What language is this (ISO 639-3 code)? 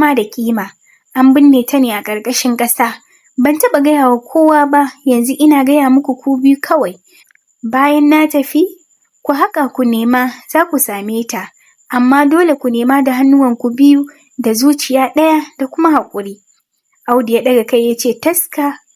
hau